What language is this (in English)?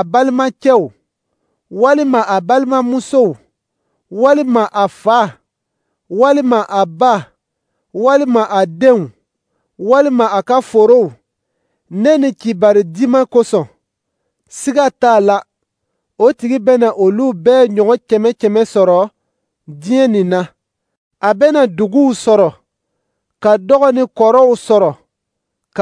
Dyula